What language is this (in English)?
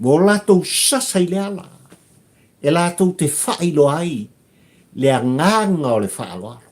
Samoan